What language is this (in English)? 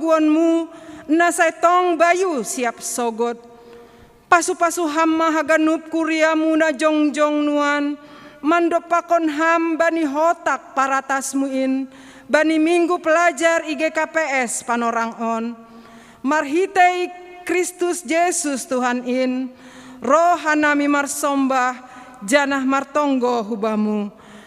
Batak Simalungun